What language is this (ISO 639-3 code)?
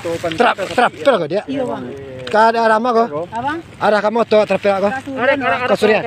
min